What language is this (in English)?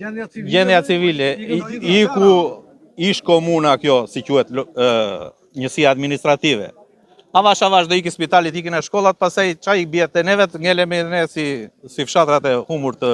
Albanian